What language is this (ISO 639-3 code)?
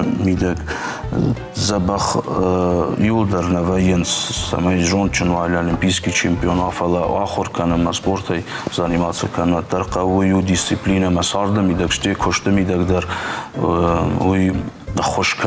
oss